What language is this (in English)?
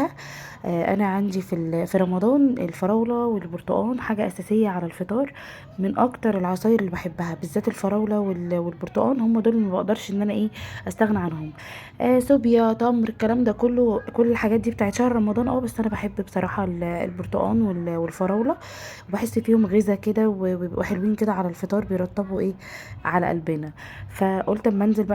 Egyptian Arabic